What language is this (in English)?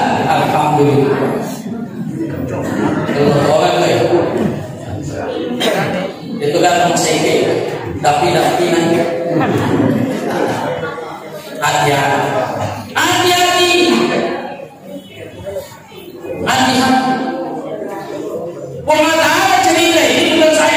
Indonesian